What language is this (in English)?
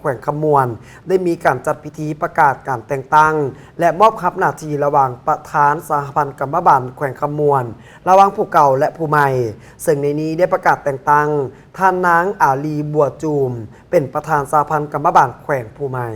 Lao